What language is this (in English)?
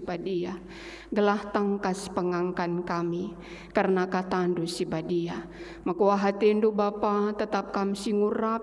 Batak Karo